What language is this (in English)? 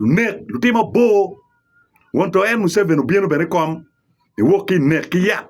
Acoli